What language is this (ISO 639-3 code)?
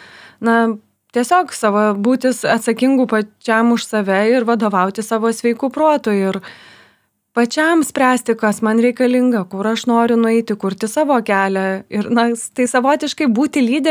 lit